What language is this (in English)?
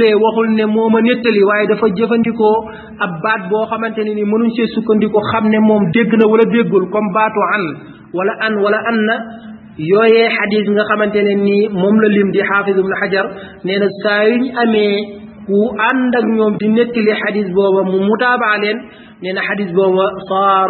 Wolof